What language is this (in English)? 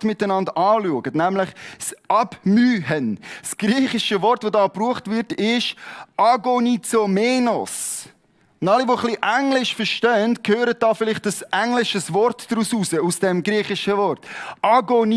Swiss German